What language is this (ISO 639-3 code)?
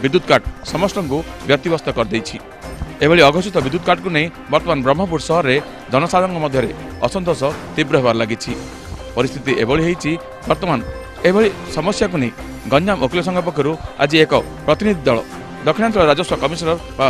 ori